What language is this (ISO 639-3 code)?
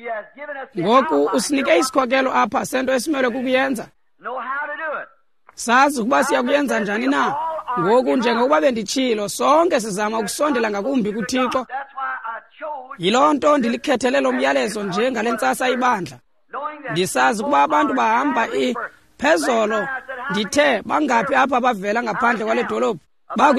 xho